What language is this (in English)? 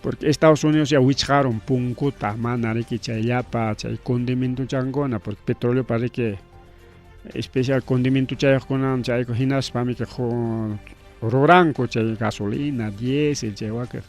Ayacucho Quechua